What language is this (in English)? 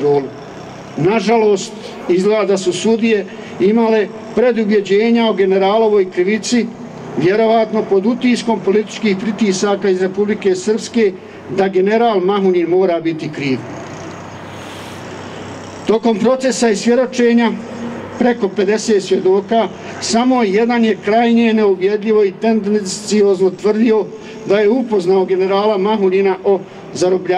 Bosnian